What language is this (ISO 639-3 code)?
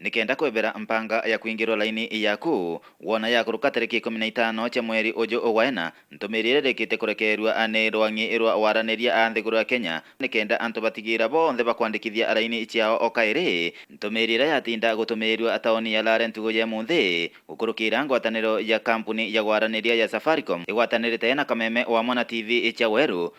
mer